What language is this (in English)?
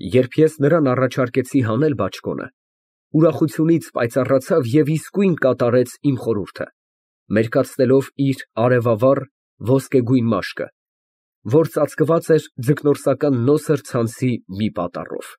Armenian